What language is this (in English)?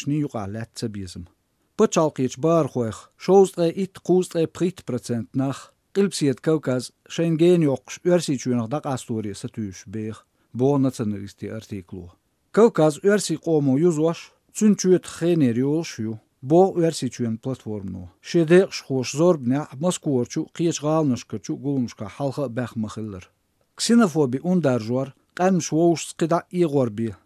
Chechen